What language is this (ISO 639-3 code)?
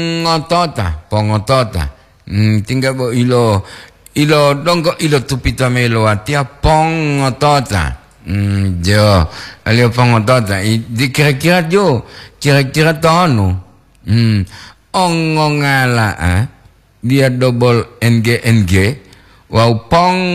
gor